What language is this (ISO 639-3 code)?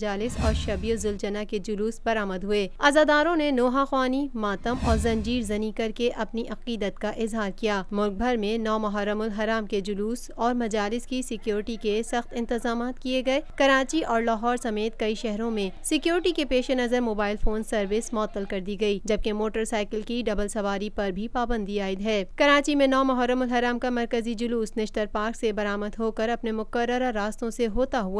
urd